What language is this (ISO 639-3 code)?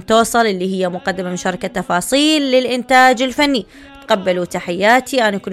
acm